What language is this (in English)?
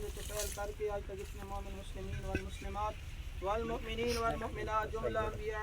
Saraiki